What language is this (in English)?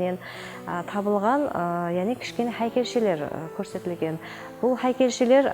Kara-Kalpak